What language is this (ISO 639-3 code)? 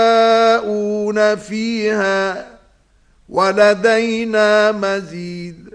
ara